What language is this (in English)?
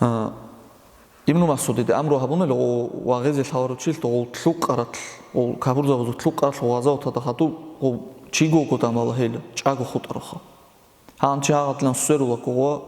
Avaric